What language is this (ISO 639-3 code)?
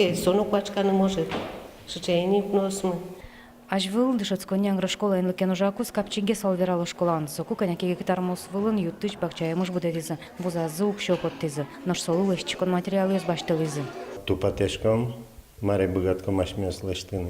udm